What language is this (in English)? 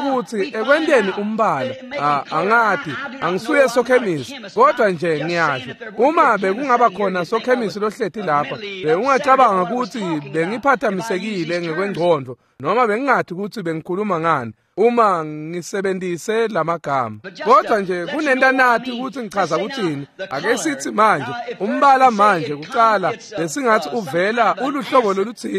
Swati